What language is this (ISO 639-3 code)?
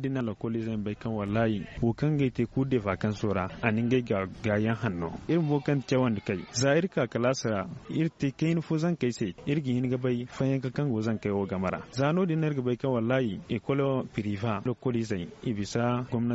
dje